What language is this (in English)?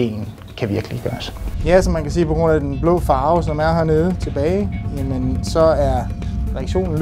Danish